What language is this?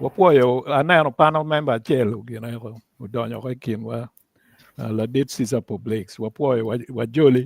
Acoli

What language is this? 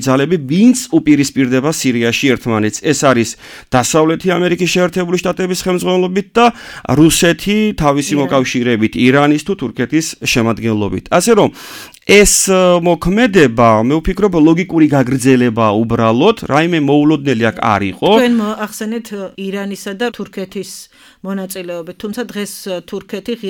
Georgian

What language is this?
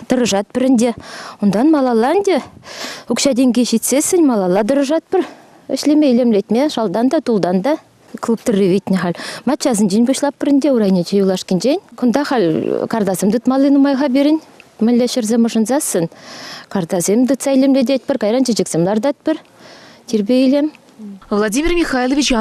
Chuvash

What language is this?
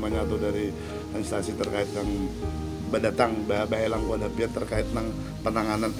Banjar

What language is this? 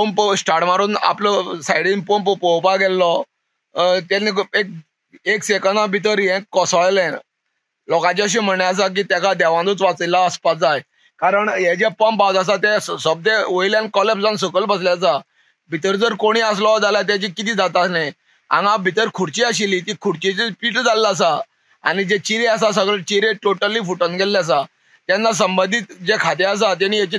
Konkani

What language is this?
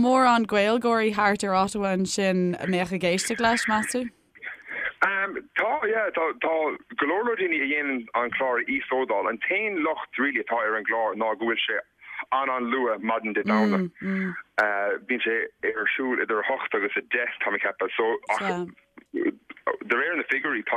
Irish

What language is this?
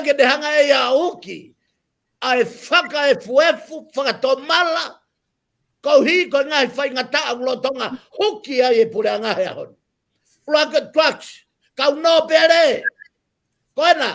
Tongan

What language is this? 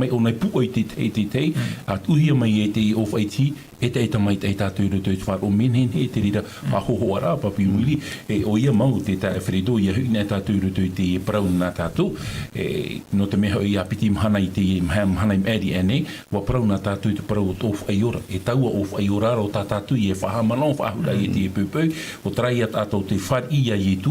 Tahitian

